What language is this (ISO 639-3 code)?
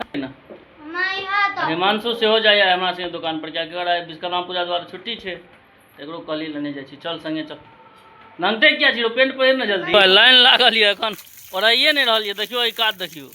mai